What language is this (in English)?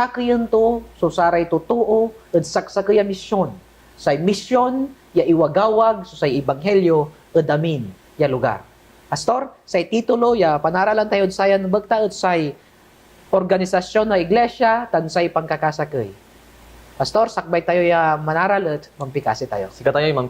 Pangasinan